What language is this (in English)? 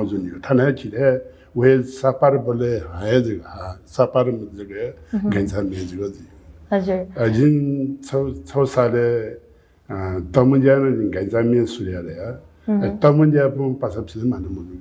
Newari